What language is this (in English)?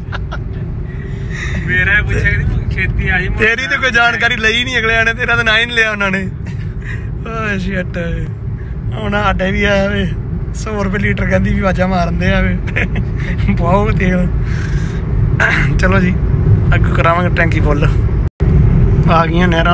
Punjabi